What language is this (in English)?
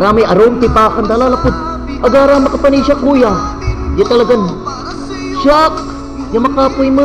Pangasinan